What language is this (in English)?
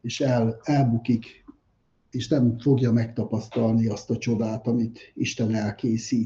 Hungarian